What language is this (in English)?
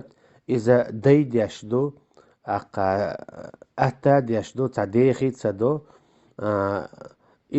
Chechen